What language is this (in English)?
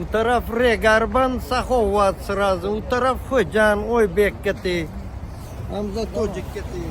Tajik